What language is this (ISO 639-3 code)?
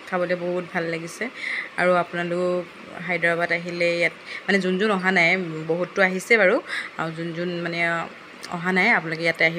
asm